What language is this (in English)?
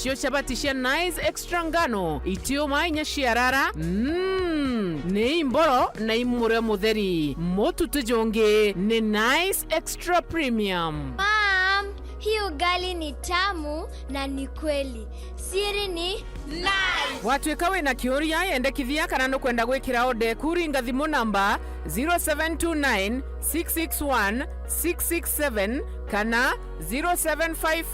Meru